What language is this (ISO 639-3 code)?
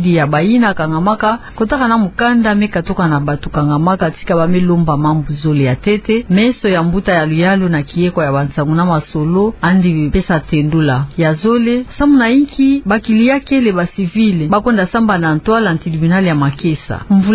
ktu